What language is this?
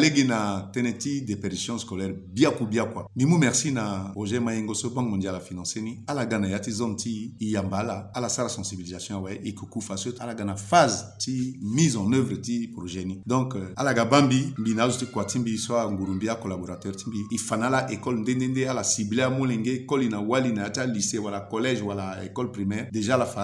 Sango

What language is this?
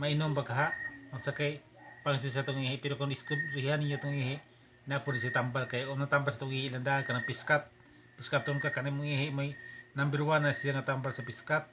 Cebuano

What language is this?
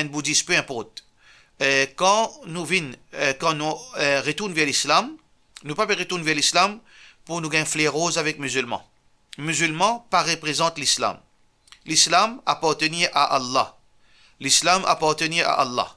Morisyen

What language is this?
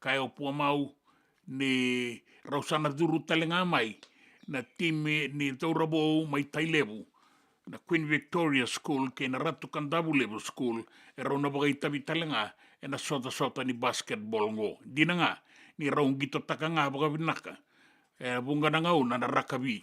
Fijian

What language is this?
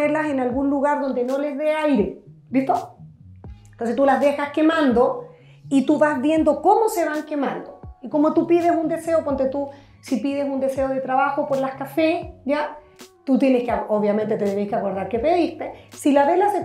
Spanish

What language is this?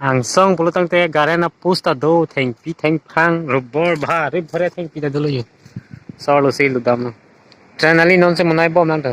Karbi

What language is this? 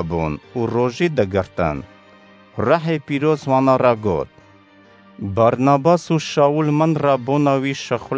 Kurdish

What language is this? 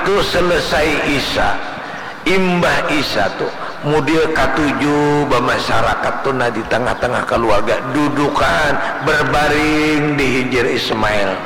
Banjar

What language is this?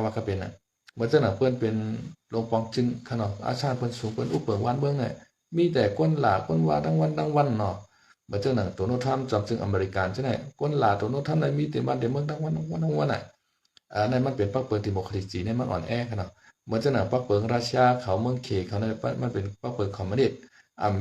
Shan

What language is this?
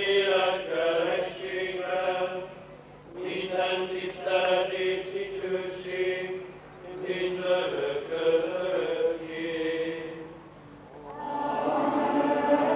Hungarian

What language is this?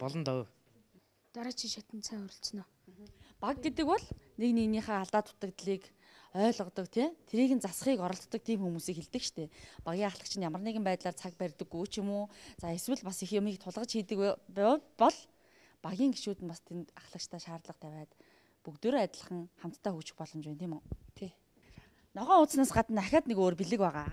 Mongolian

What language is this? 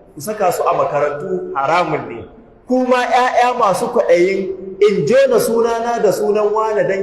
Hausa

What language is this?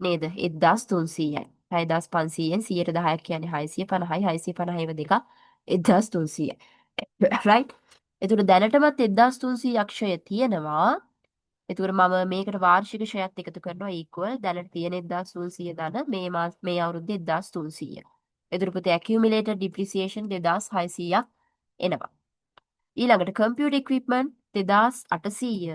Sinhala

